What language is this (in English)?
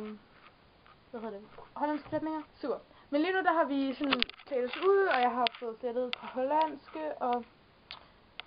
Danish